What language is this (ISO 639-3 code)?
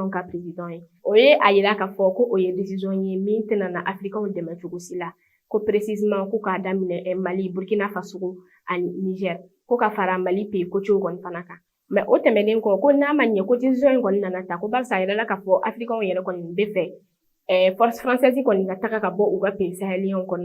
bam